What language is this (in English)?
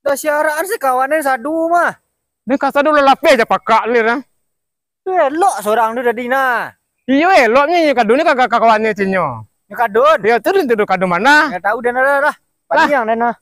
Minangkabau